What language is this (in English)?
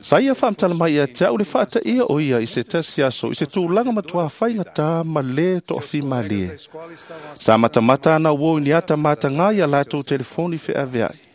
Samoan